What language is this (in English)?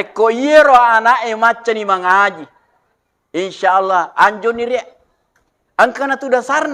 Buginese